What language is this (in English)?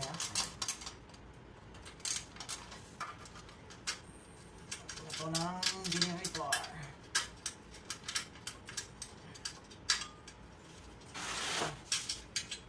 Filipino